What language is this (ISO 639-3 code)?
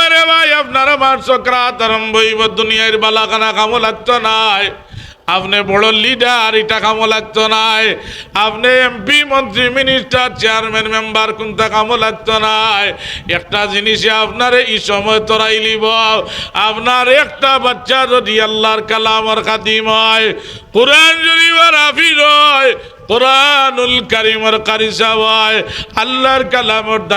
syl